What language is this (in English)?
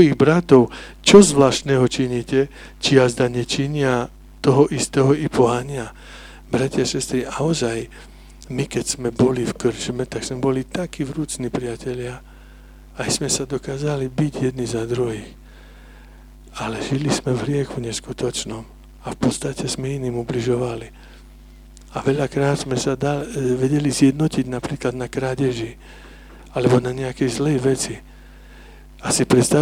Slovak